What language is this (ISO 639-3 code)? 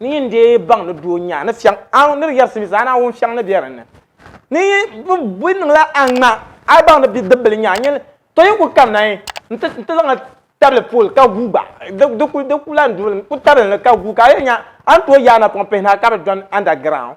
dag